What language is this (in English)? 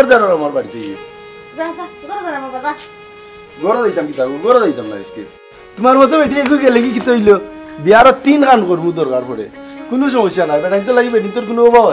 Sylheti